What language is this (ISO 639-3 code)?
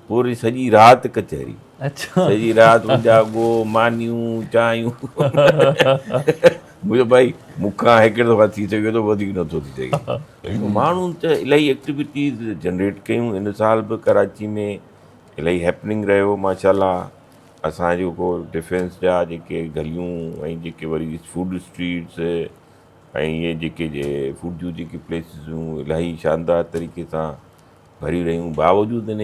snd